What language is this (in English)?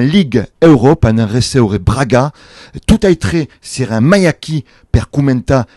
Occitan